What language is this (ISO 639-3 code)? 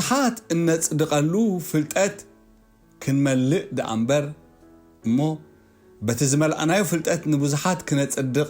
tir